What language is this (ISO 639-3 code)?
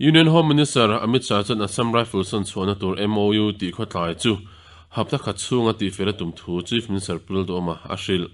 lus